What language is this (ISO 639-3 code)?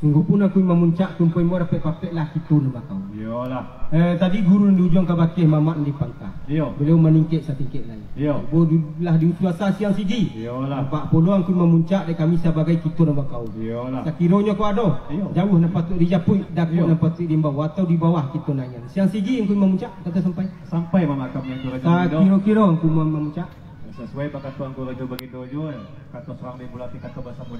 min